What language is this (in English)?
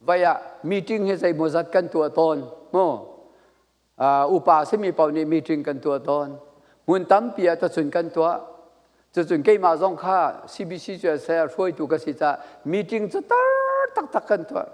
Falam Chin